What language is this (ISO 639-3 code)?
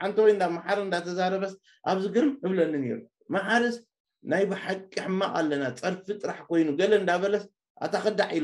tir